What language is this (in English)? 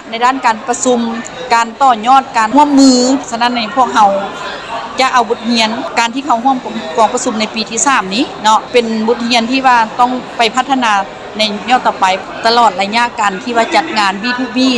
Lao